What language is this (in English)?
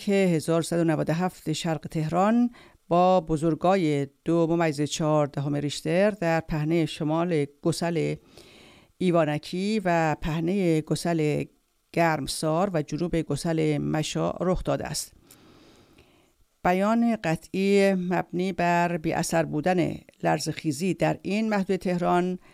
Persian